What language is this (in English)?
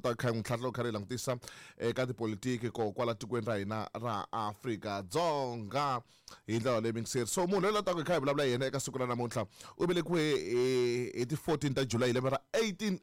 Tsonga